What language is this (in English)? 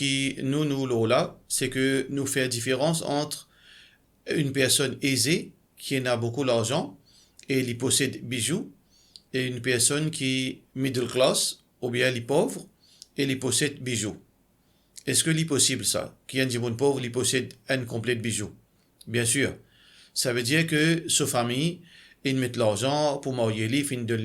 Morisyen